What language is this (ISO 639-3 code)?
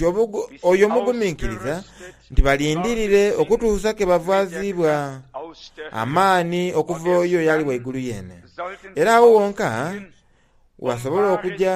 xog